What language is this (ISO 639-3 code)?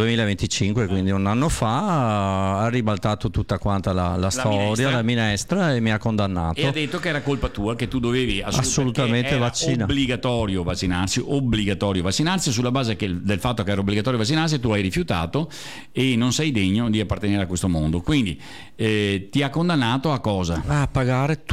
ita